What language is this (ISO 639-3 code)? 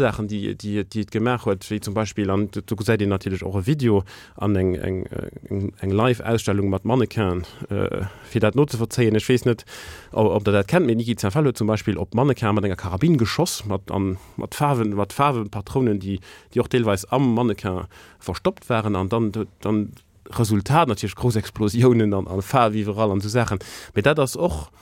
ltz